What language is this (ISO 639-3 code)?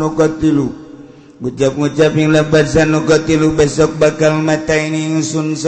sun